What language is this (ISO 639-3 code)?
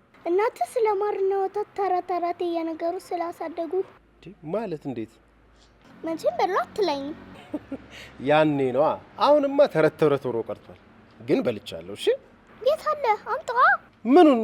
amh